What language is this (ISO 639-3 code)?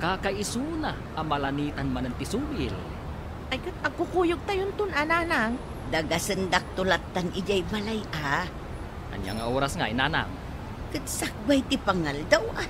ilo